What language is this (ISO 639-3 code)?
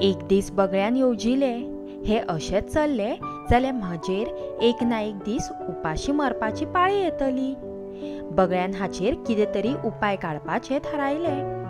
kok